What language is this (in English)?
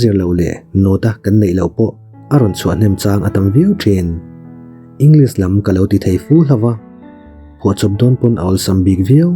Mizo